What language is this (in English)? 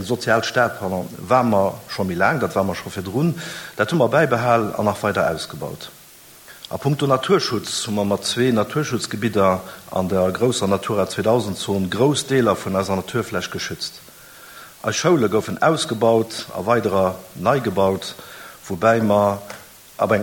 Luxembourgish